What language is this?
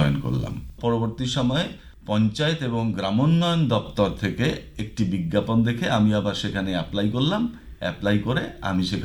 Bangla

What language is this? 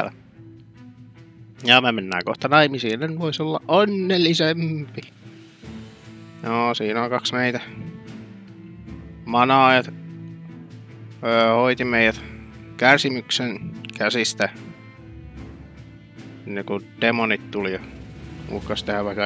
Finnish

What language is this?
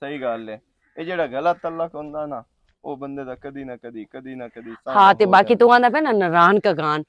Western Panjabi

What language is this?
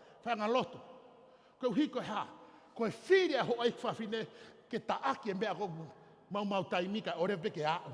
Tongan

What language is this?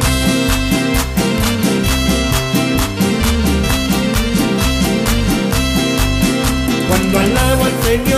Spanish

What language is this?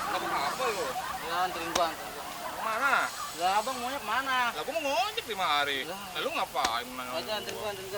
Betawi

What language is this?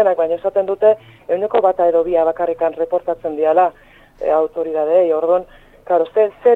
Basque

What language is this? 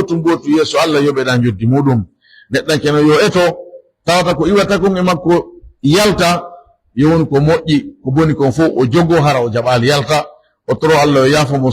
Pular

